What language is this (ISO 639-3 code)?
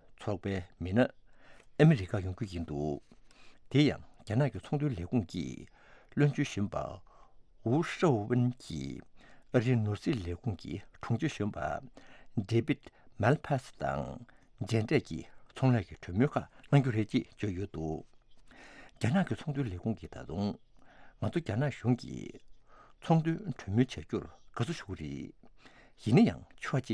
bod